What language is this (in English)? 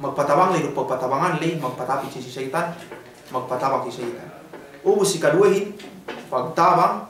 Yakan